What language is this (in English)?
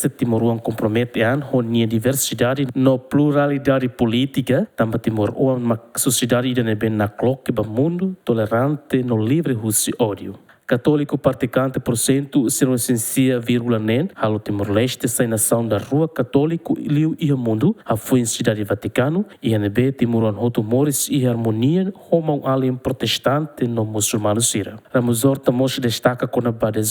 Tetum